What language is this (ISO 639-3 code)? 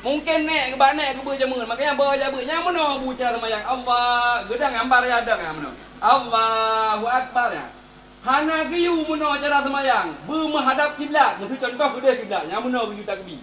ace